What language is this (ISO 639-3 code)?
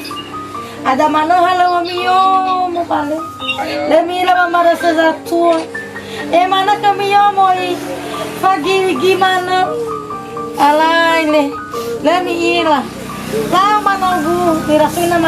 nia